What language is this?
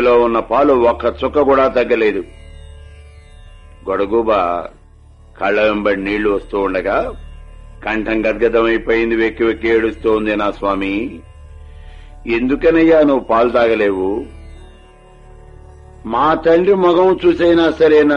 Telugu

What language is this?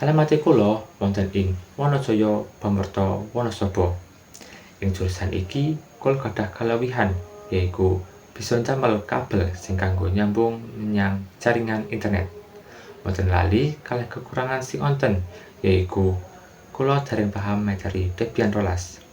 Javanese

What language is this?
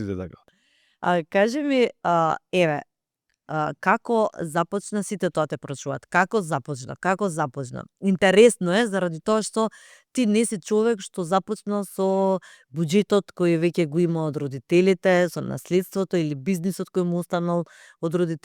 Macedonian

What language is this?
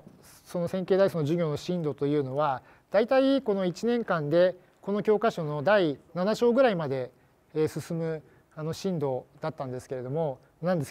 Japanese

